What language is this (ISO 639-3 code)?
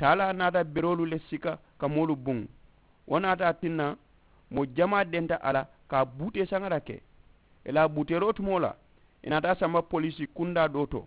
man